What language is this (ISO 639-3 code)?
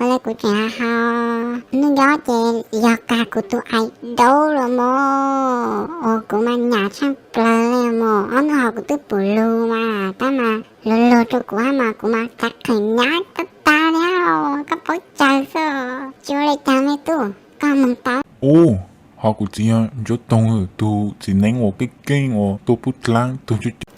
hmn